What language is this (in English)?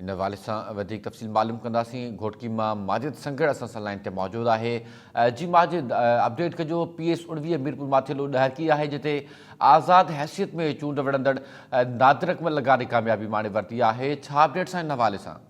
Sindhi